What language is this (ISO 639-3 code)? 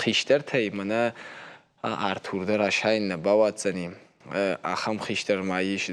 oss